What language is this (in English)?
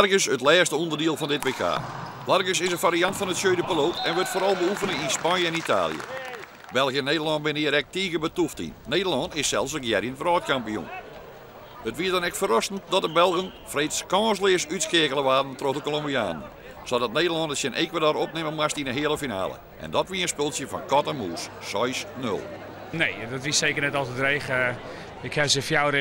Western Frisian